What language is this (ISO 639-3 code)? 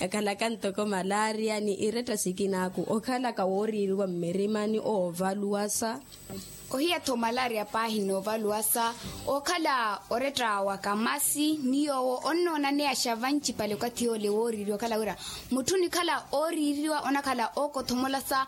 vmw